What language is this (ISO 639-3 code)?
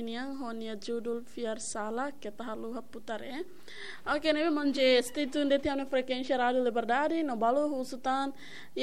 tet